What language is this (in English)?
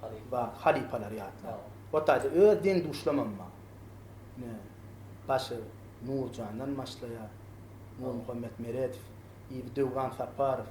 Turkmen